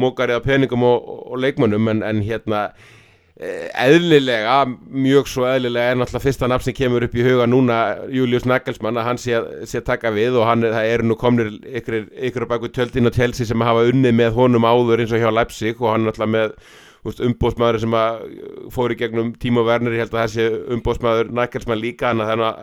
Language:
Icelandic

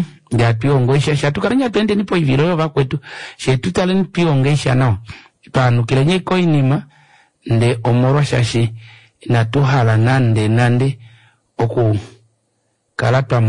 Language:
Kuanyama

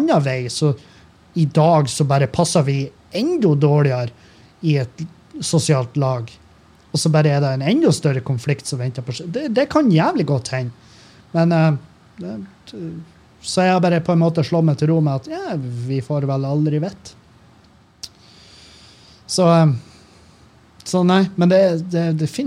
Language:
Norwegian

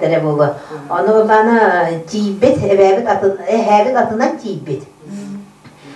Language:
Yakut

